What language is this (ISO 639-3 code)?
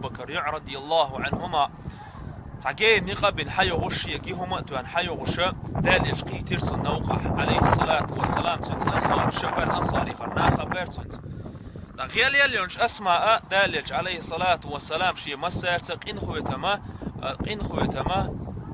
che